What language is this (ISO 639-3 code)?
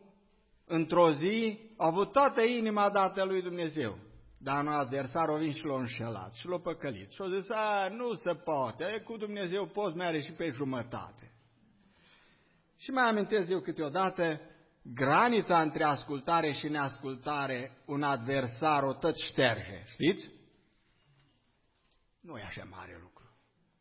ron